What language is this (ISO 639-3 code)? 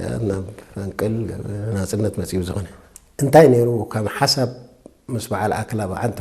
tig